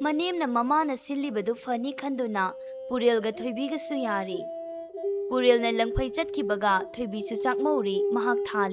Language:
Manipuri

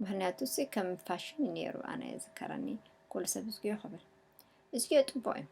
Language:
Tigrinya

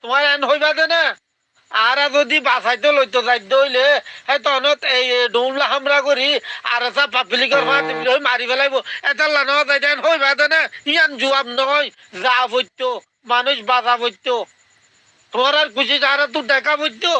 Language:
Rohingya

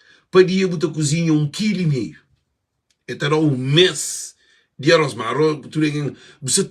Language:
Kabuverdianu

